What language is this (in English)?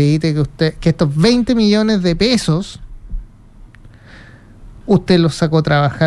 Spanish